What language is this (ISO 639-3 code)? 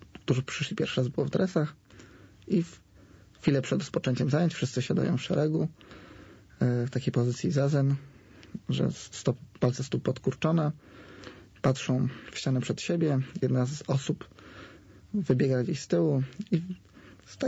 pol